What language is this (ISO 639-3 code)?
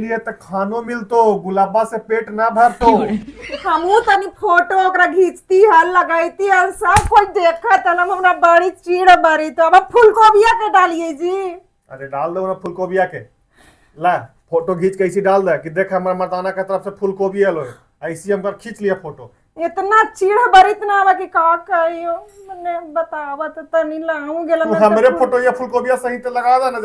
mag